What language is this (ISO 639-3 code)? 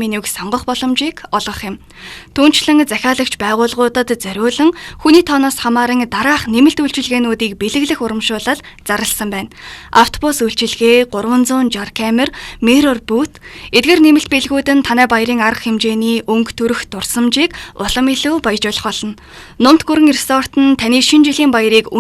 mon